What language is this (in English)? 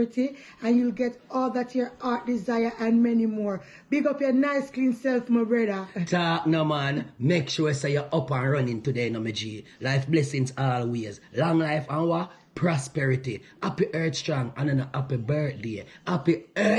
Jamaican Creole English